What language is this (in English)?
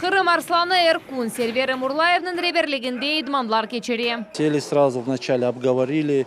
Crimean Tatar